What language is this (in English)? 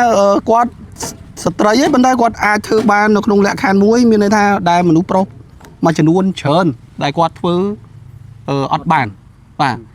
Khmer